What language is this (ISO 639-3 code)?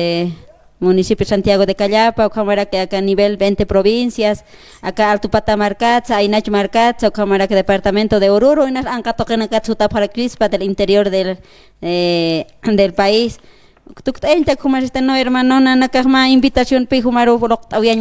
aym